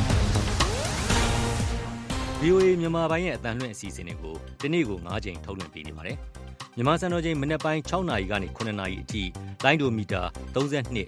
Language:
Burmese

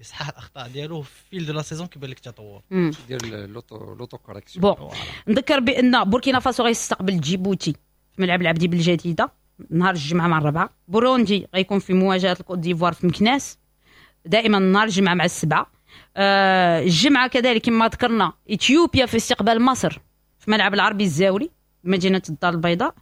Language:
Moroccan Arabic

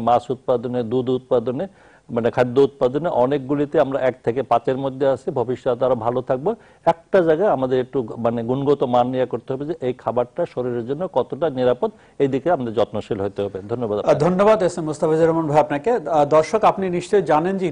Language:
Bangla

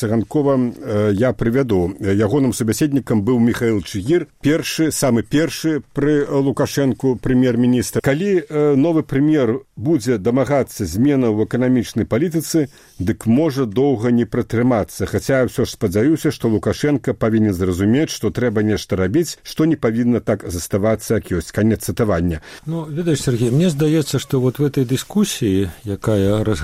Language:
Belarusian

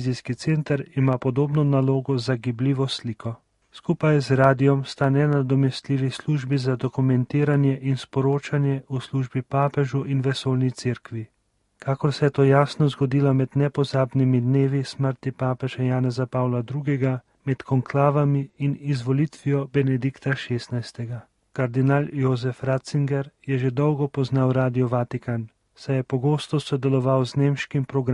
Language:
Slovenian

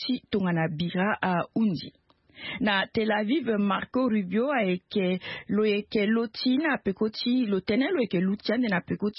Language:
Sango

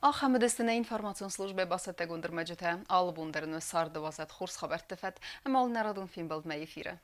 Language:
Ossetic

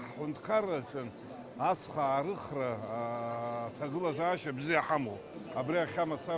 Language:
Abkhazian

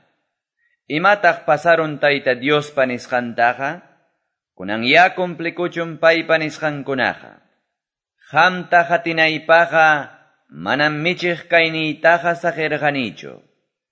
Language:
Quechua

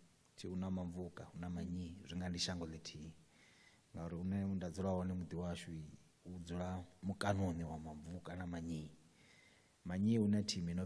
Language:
Venda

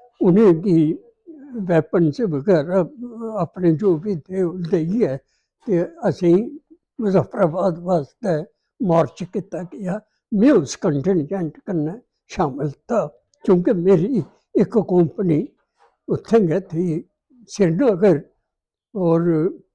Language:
Dogri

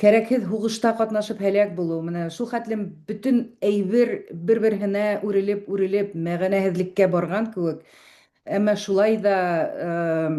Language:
Bashkir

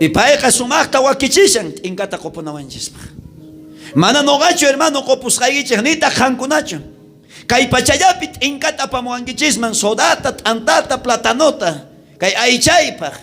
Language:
South Bolivian Quechua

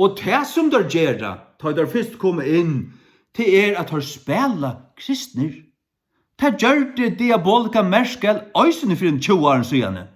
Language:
Faroese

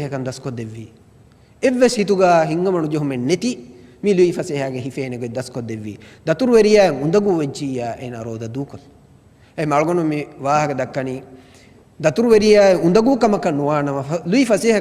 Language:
Divehi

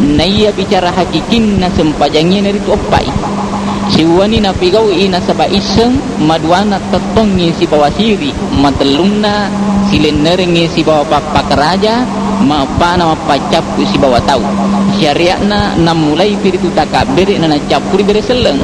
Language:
Buginese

